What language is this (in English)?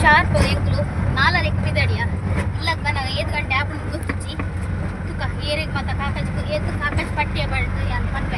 Tulu